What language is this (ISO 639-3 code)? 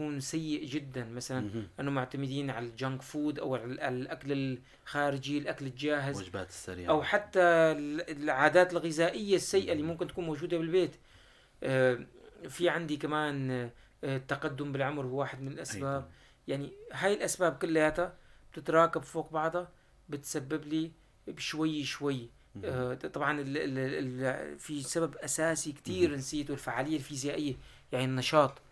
apc